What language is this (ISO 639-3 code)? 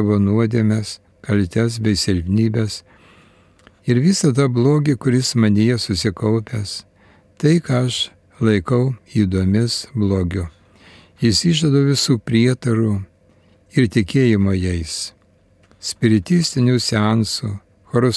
lit